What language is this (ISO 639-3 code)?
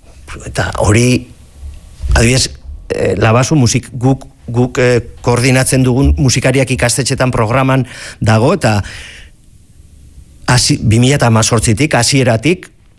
eus